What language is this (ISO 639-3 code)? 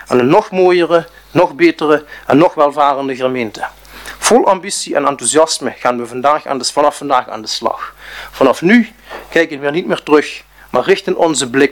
nld